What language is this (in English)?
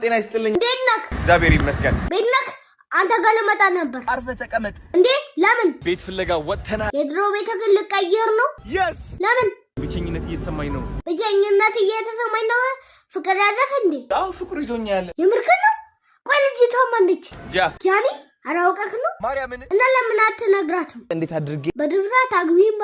Amharic